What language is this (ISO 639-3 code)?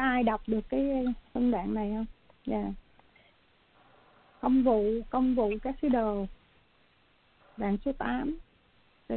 vie